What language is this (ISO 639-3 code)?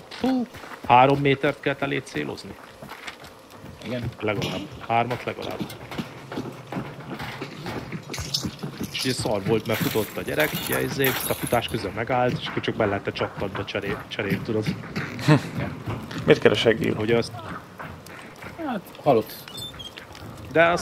hun